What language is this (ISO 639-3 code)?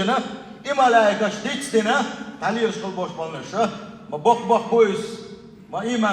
che